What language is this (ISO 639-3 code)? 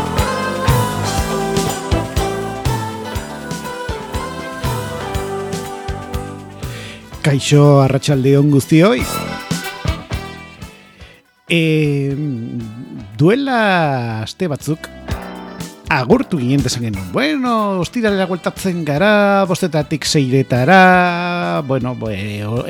eus